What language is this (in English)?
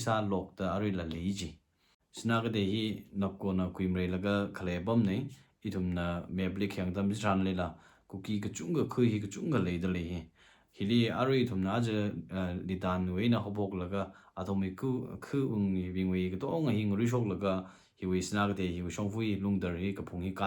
Tangkhul Naga (India)